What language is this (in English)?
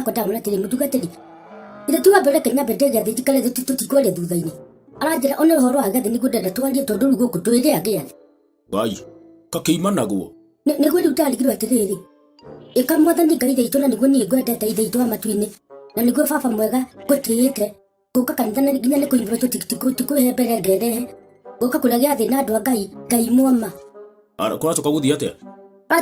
Kikuyu